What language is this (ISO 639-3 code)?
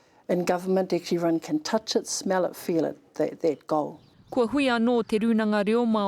mri